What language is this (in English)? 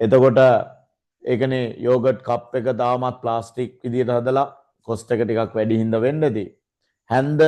Sinhala